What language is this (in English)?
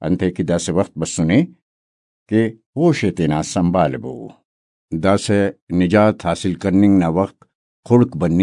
Brahui